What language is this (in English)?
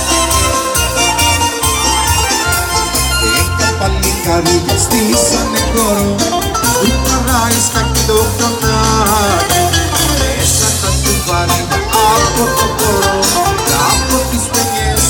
Greek